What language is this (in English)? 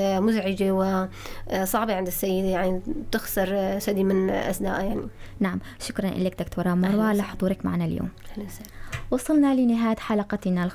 North Levantine Arabic